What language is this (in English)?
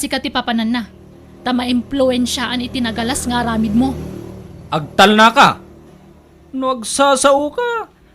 Iloko